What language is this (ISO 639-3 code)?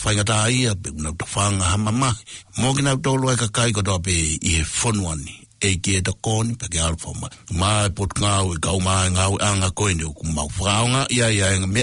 ton